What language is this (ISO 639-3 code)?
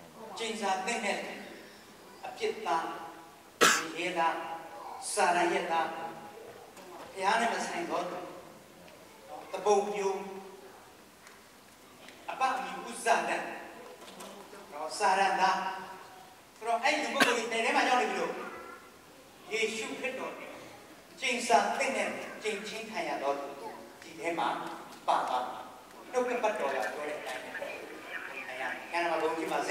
mya